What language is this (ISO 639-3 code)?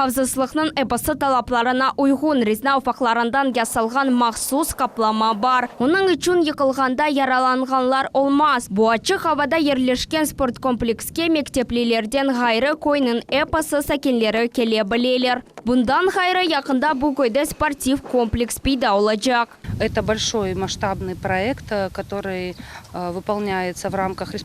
crh